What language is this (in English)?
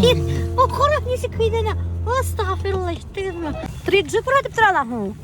Bashkir